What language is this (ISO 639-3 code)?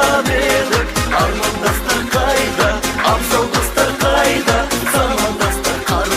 kaa